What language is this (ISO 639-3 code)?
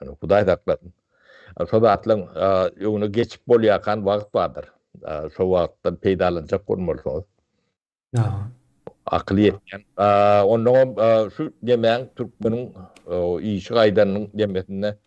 tuk